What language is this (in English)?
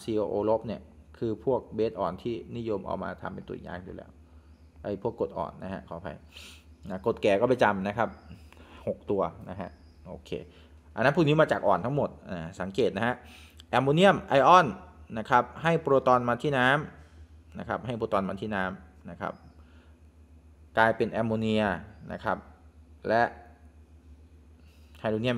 Thai